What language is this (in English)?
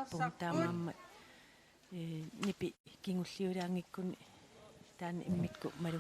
Kalaallisut